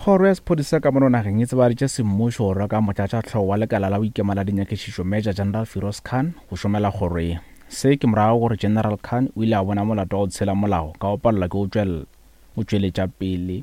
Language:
Northern Sotho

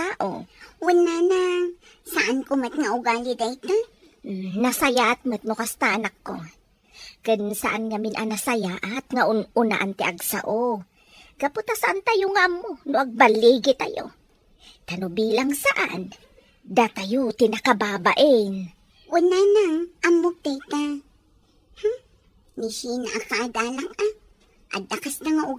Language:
Iloko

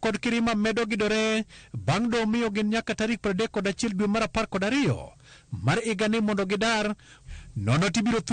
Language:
Luo (Kenya and Tanzania)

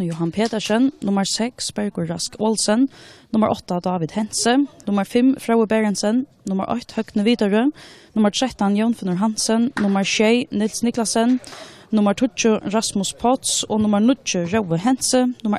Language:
Faroese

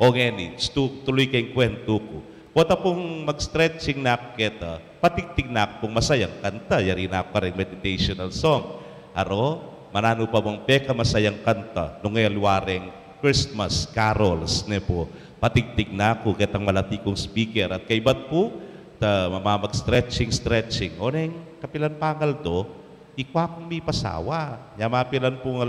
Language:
Pampanga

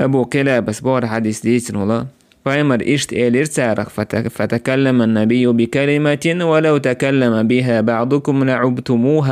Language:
Chechen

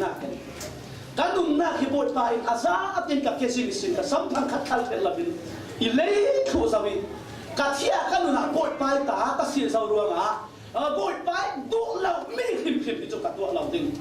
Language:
Falam Chin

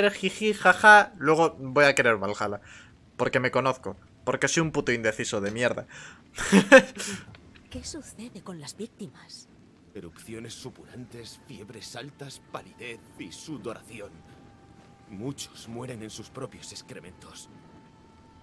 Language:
Spanish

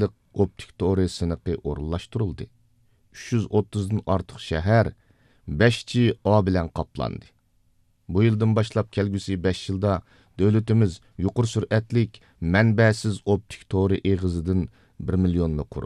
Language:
Uyghur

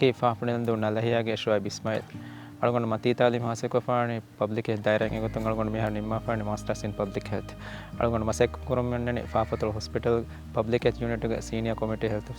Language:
Divehi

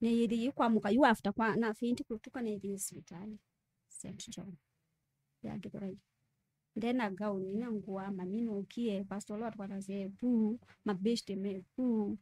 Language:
Kamba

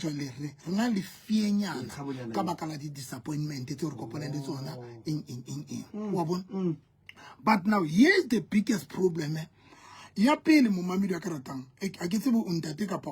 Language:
Southern Sotho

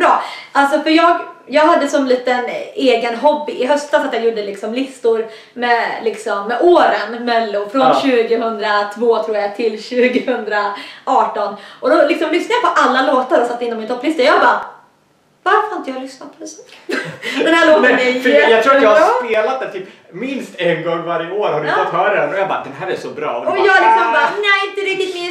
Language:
Swedish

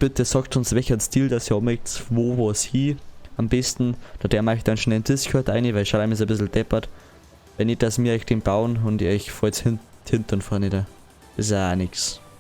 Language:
Bavarian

